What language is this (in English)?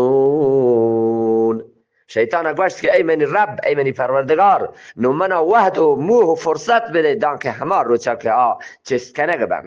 Eastern Balochi